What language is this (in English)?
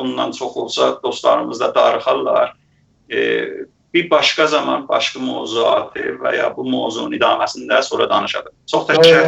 South Azerbaijani